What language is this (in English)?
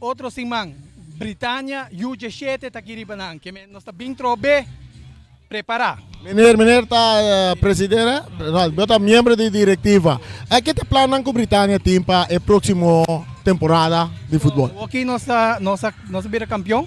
Papiamento